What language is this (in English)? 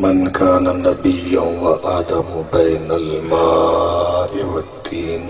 Saraiki